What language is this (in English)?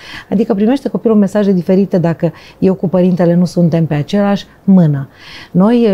Romanian